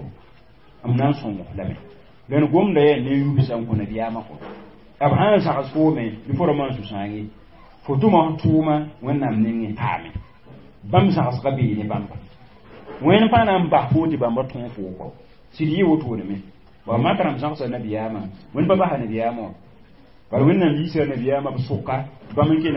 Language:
Mossi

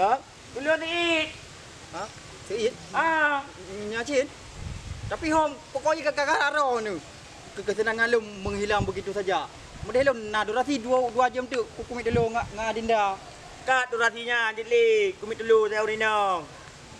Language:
Achinese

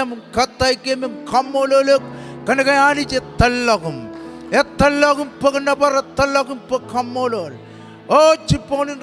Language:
Marshallese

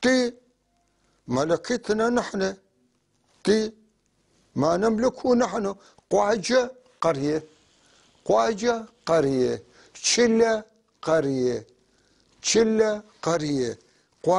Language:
North Levantine Arabic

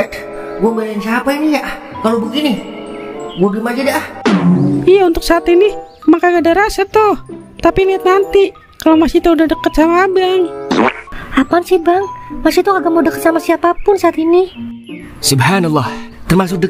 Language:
Betawi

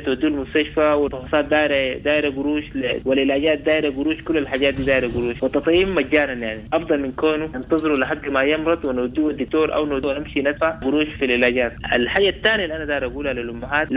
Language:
Sudanese Arabic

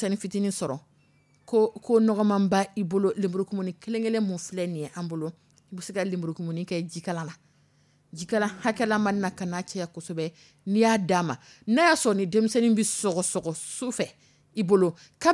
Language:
Dyula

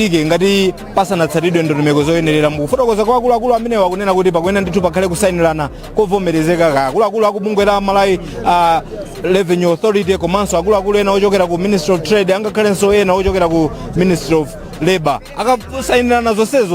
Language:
Nyanja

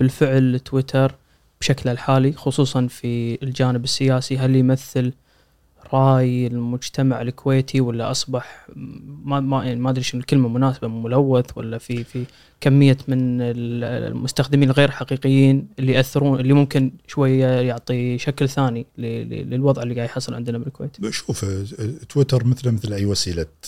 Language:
Gulf Arabic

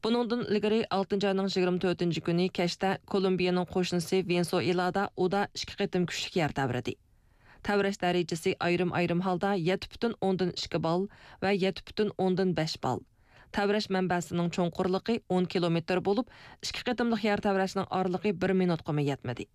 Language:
Uyghur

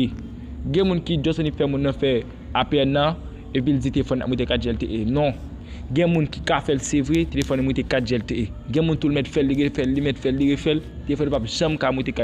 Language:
Haitian Creole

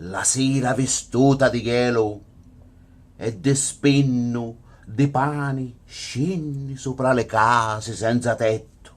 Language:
Sicilian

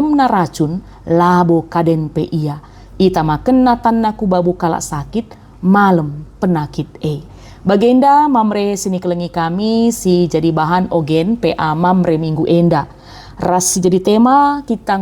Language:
Batak Karo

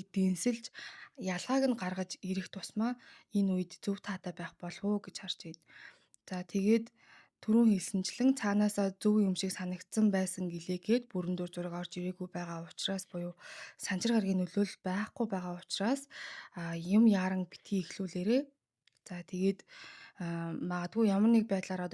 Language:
Mongolian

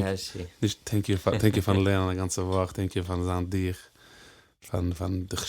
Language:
Yiddish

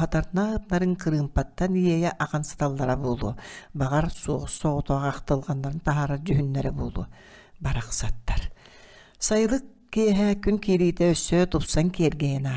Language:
Yakut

